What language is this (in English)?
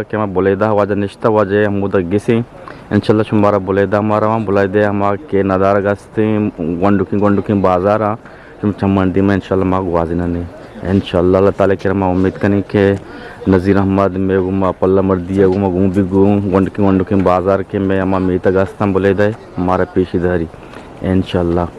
Eastern Balochi